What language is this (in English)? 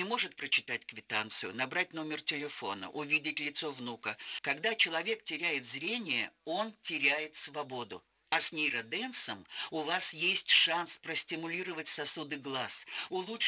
Russian